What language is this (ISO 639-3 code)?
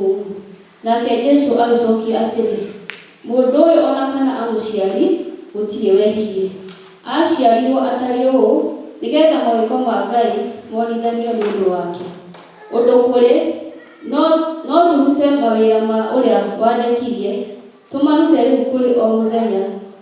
kik